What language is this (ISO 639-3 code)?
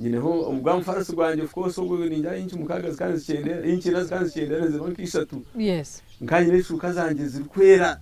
nyn